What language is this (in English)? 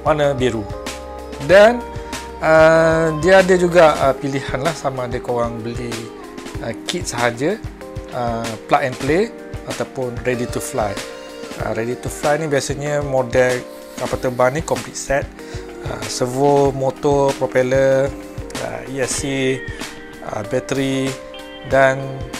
Malay